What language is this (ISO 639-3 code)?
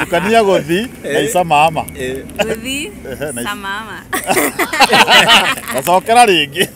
kik